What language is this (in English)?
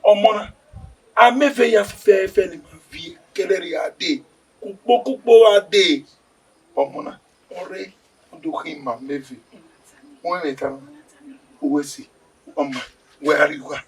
Bini